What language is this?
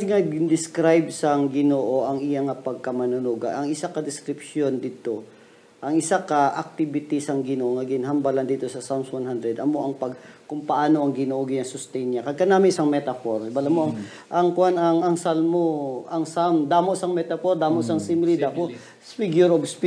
Hiligaynon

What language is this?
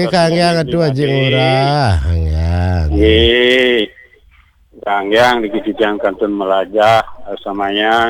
Balinese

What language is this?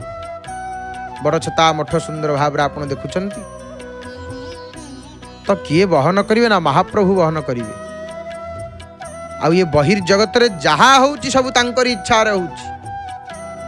Odia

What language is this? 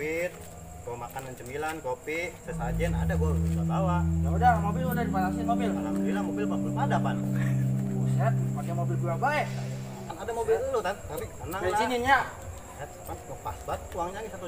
Betawi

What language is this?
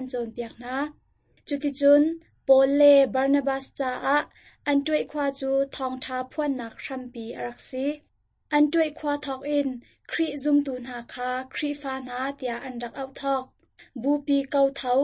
Hakha Chin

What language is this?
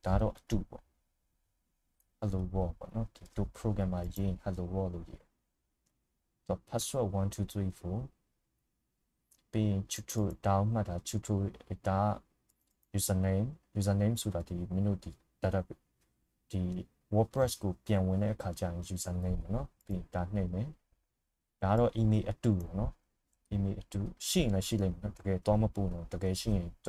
Burmese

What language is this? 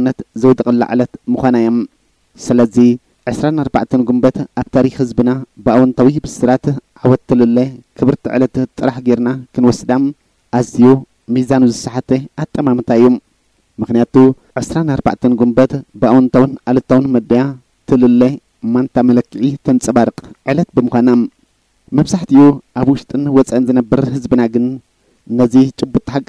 Tigrinya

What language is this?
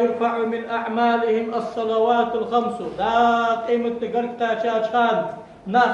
Ingush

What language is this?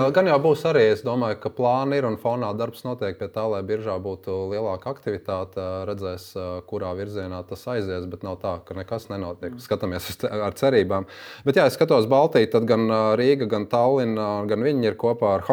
Latvian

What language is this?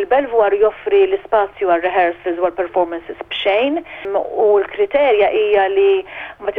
Maltese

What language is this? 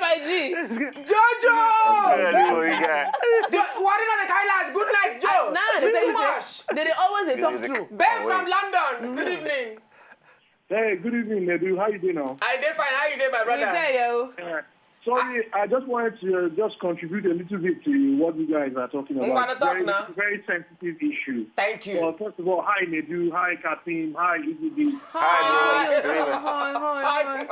Nigerian Pidgin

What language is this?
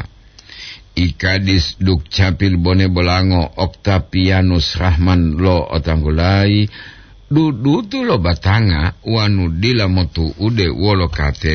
Gorontalo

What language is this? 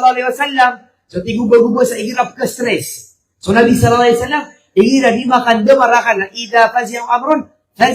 Maranao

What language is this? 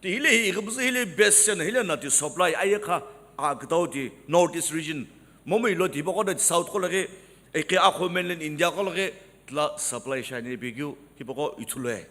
Sumi Naga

